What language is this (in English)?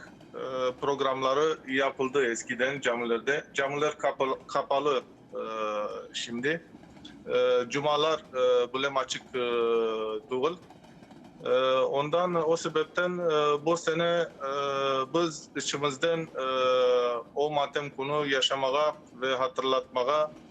Crimean Tatar